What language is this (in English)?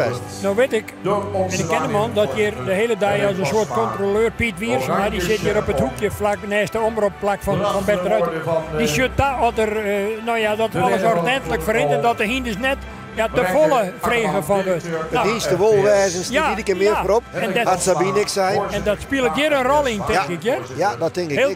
Western Frisian